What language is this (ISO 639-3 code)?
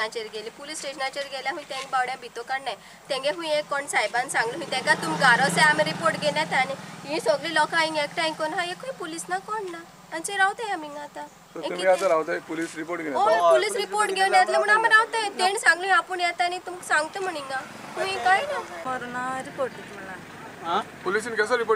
kok